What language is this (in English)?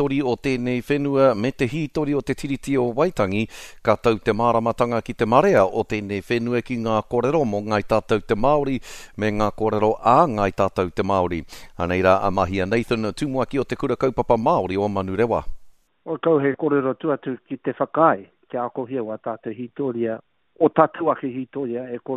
Māori